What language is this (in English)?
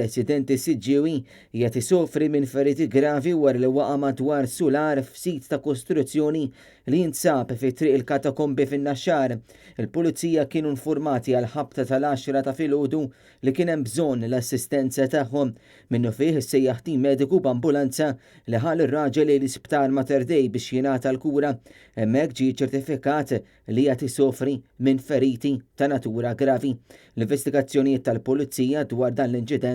Maltese